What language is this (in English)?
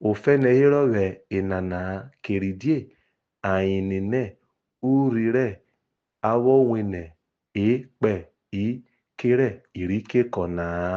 Urhobo